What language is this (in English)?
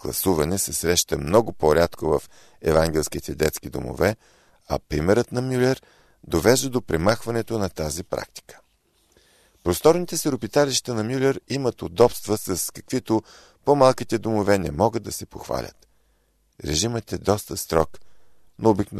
Bulgarian